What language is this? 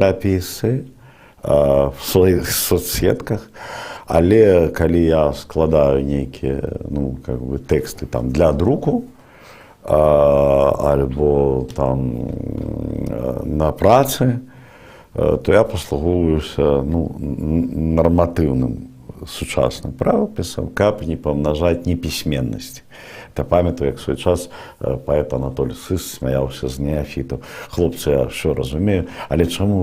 Belarusian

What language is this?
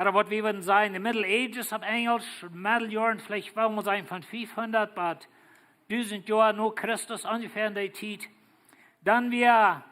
Plautdietsch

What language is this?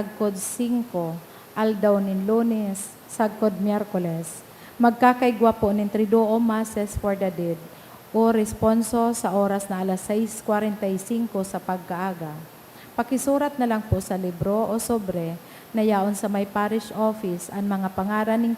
Bikol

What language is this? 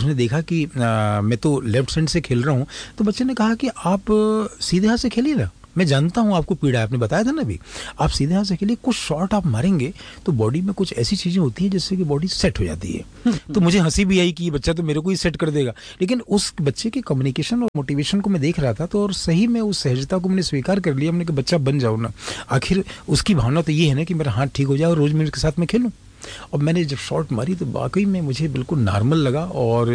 Hindi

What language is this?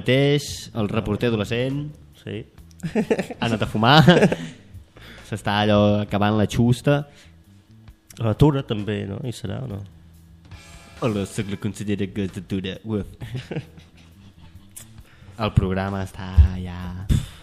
Catalan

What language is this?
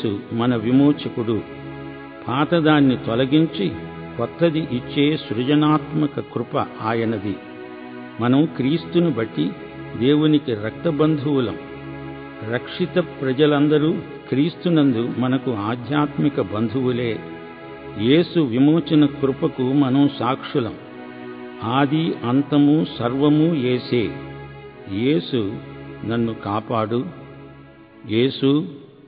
Telugu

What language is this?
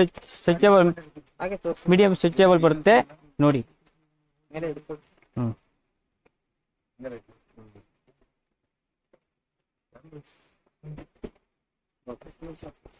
Kannada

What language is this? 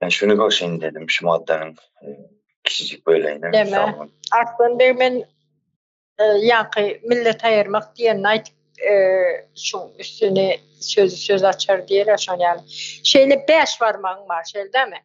Turkmen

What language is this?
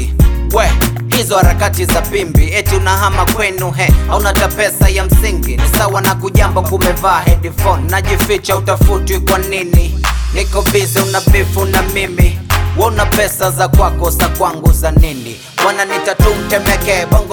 Swahili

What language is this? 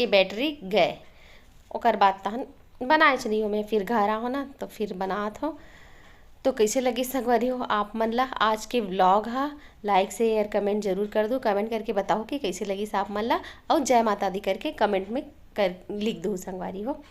Chhattisgarhi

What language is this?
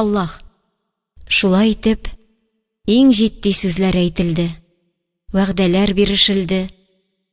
Tatar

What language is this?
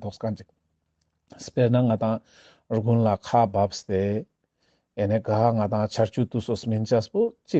Ladakhi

